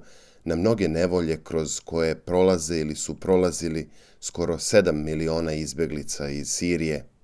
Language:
Serbian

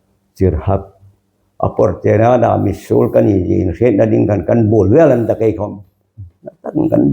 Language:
Hmar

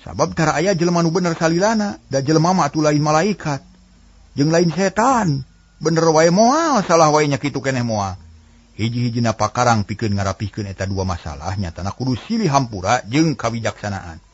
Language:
Sundanese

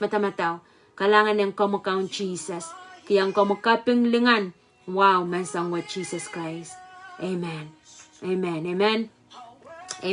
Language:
Pohnpeian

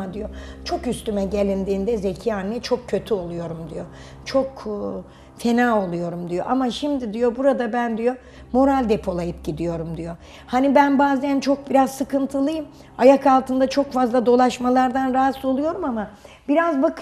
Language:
Turkish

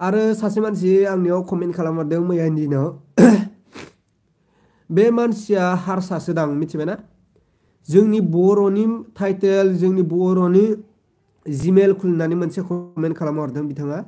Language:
Bodo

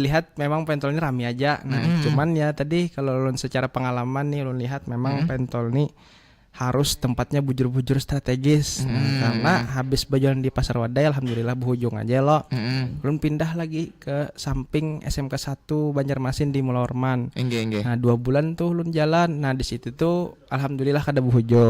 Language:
Banjar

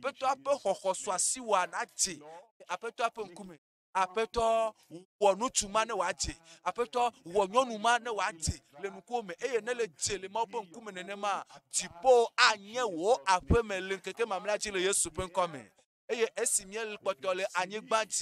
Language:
Ewe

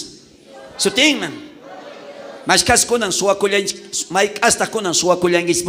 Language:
South Bolivian Quechua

